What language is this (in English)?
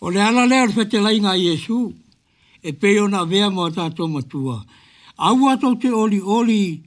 Samoan